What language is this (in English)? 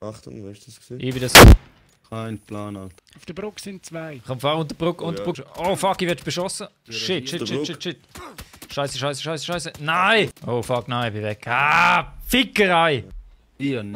Swiss German